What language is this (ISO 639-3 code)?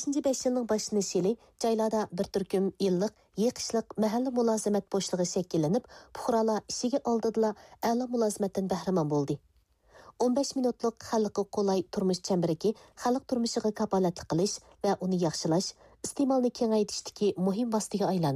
uig